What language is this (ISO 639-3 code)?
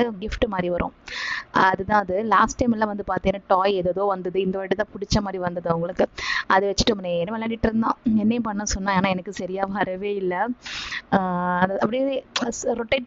tam